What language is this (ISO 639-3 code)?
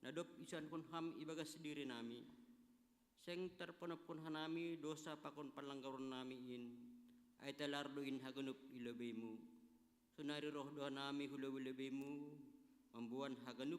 bts